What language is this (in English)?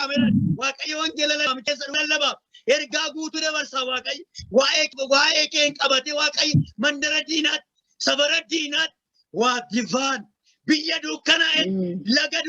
Oromo